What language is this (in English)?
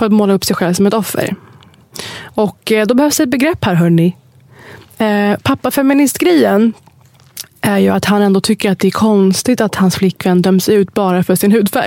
Swedish